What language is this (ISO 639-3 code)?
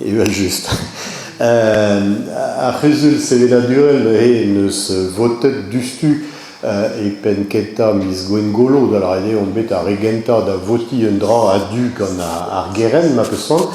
bre